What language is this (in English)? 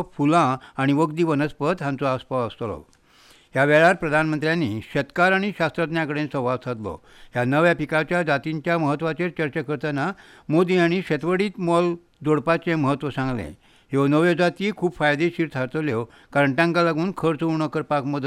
Konkani